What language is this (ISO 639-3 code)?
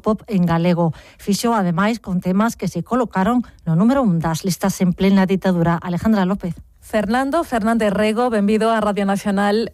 glg